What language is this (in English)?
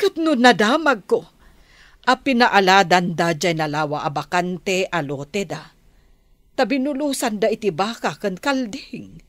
Iloko